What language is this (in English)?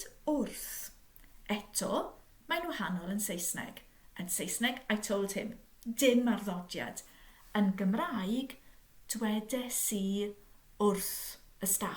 Welsh